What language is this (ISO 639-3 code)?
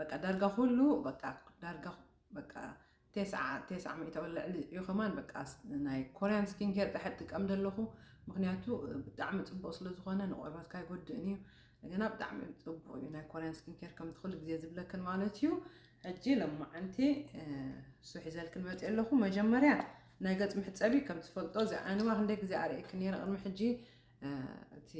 tir